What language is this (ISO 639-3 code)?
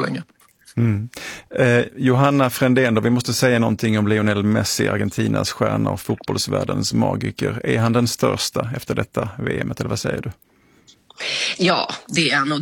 swe